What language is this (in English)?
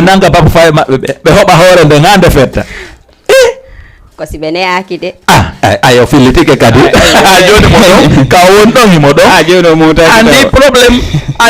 Fula